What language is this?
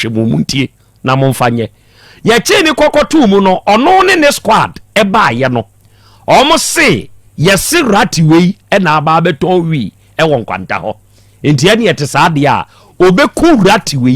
Akan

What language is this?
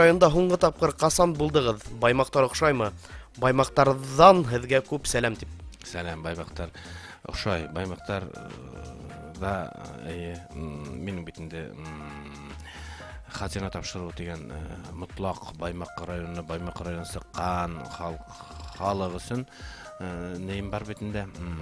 Bashkir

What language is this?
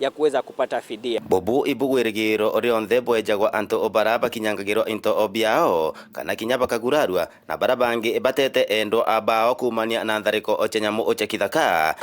Meru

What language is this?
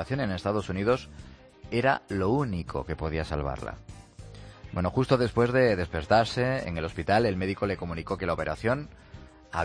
Spanish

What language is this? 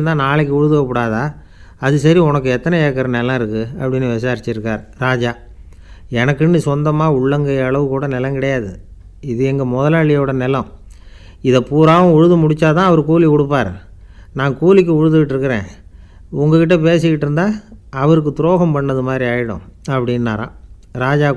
Tamil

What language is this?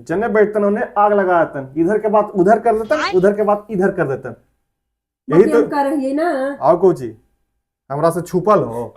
Magahi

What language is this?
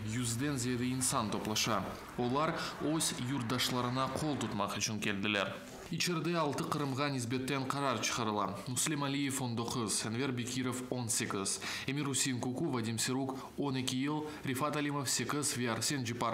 Crimean Tatar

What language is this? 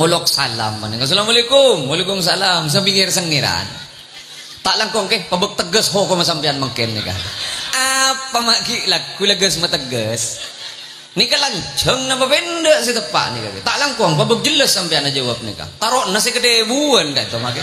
Madurese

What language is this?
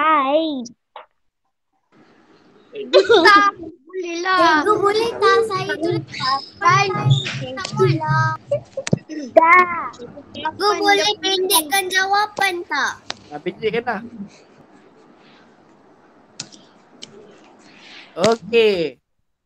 Malay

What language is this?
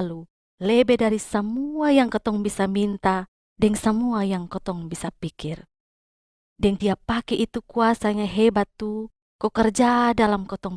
Kupang Malay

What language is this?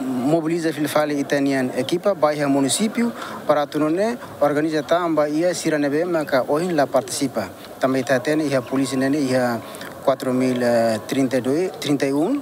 Tetum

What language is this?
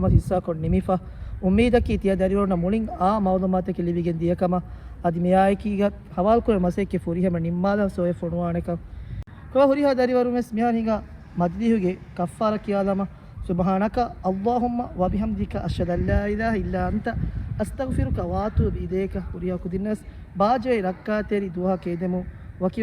Divehi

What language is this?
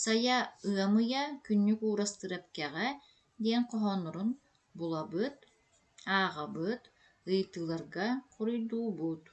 Yakut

